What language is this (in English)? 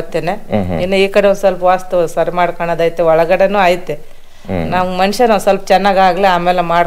Kannada